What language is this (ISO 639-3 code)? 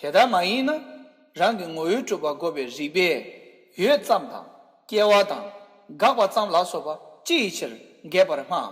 bod